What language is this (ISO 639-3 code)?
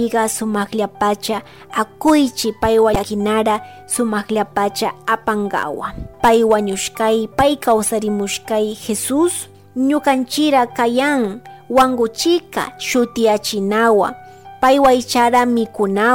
qug